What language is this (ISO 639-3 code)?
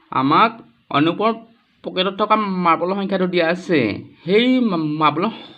asm